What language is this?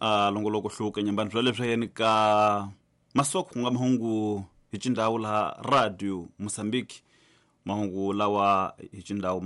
Tsonga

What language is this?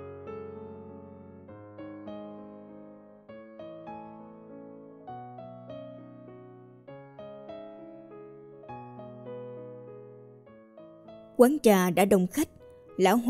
Vietnamese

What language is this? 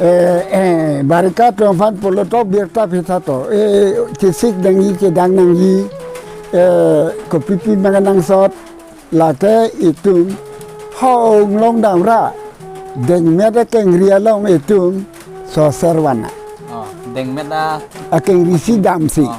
Karbi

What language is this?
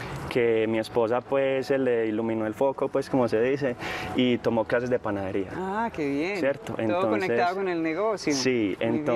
Spanish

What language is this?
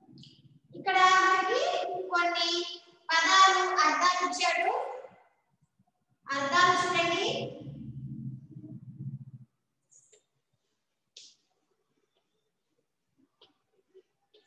Telugu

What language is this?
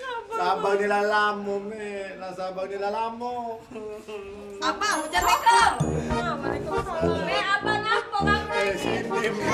Musi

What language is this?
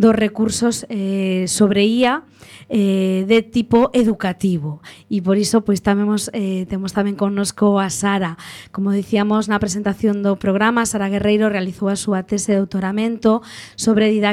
Galician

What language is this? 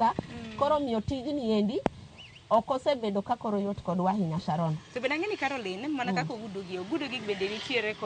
Luo (Kenya and Tanzania)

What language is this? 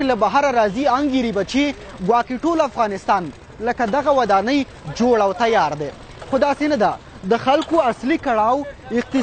Pashto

